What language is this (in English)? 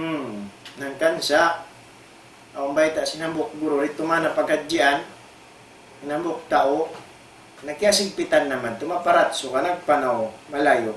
Tausug